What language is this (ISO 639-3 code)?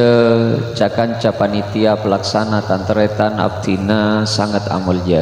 mad